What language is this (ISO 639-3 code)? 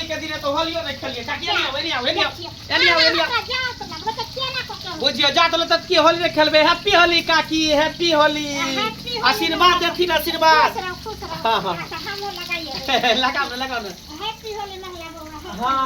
mai